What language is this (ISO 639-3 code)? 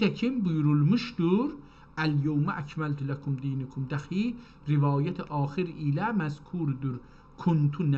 azb